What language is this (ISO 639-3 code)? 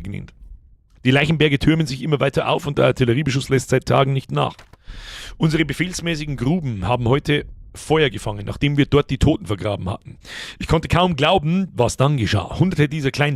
bar